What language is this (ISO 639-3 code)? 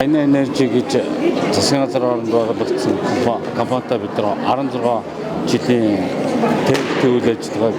mon